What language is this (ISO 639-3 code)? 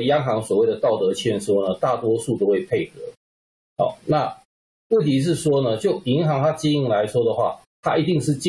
zho